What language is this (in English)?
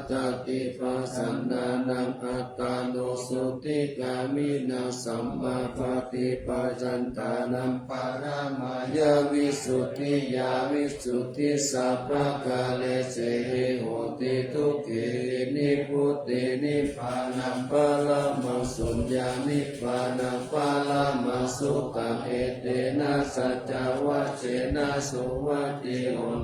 Pali